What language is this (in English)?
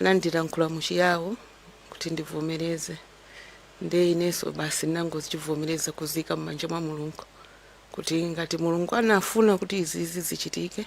Nyanja